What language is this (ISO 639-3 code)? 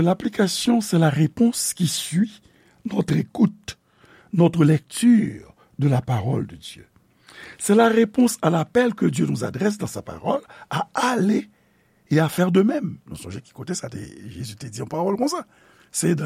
hat